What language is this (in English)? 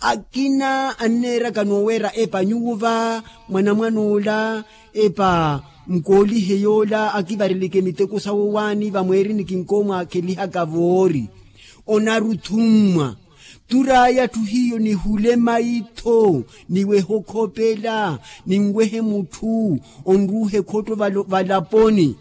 Makhuwa